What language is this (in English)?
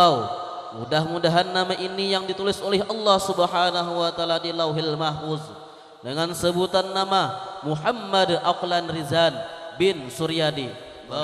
Banjar